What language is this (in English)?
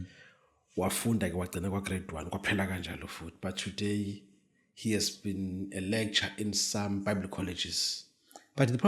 Zulu